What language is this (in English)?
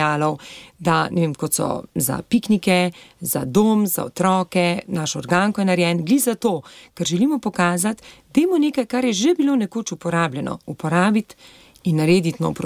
Slovenian